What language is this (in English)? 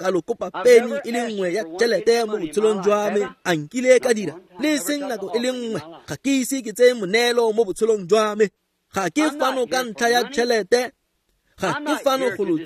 Tswana